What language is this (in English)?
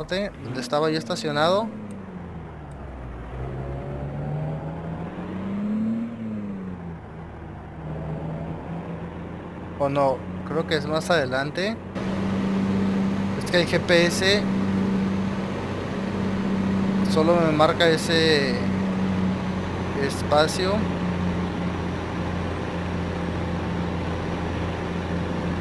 Spanish